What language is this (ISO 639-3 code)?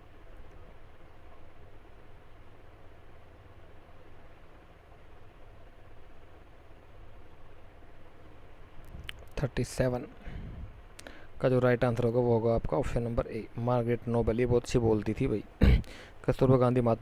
hin